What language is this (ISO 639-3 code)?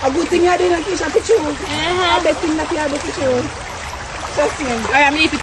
jam